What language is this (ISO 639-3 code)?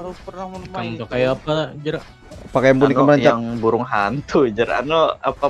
bjn